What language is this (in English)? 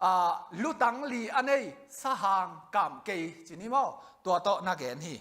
Tedim Chin